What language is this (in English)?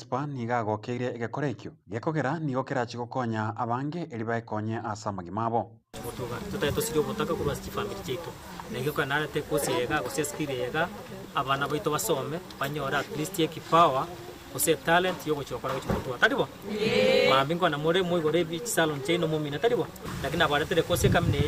Gusii